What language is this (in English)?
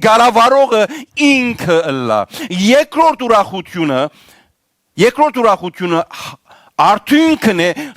Western Armenian